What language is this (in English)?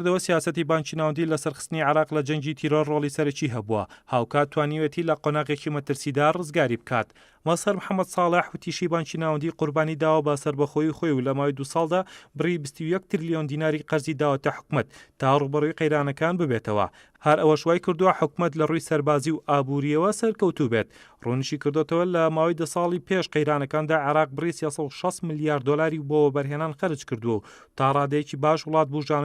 Central Kurdish